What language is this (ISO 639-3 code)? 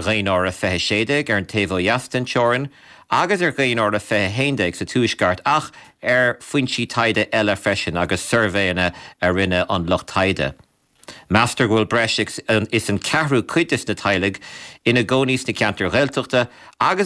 gle